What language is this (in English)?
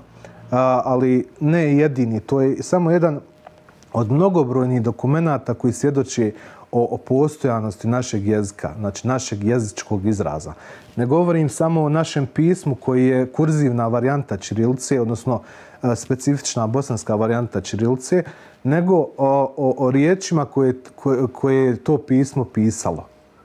Bosnian